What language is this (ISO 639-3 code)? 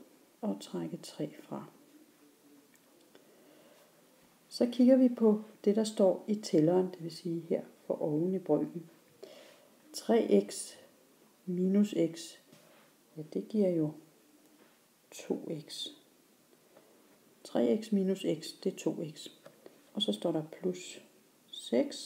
dan